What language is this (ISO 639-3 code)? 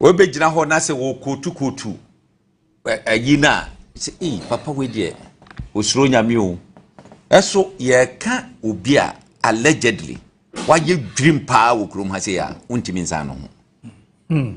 aka